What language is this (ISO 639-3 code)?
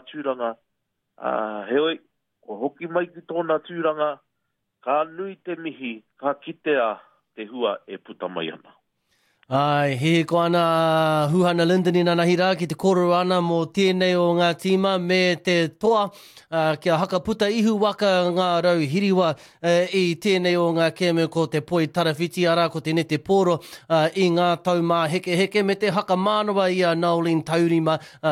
mri